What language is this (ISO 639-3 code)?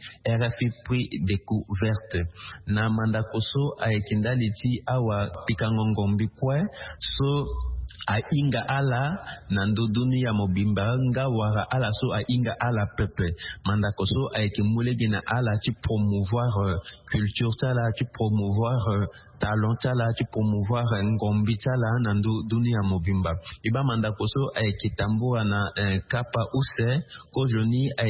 sag